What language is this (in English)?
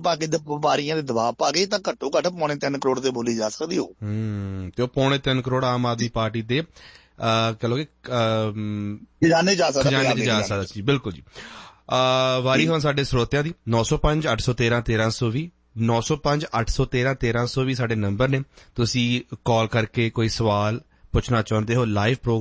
Punjabi